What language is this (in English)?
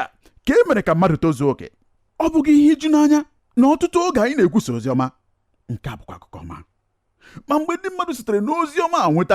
Igbo